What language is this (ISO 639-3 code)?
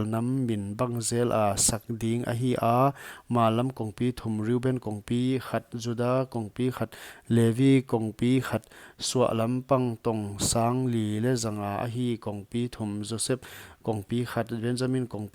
pck